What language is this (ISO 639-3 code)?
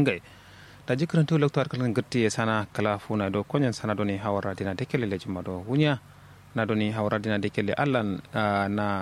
kau